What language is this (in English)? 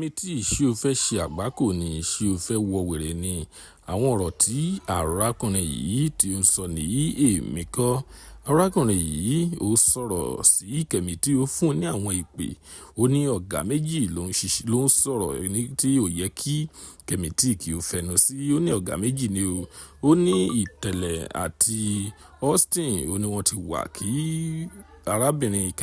Yoruba